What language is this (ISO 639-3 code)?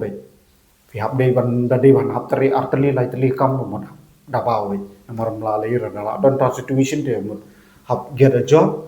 kha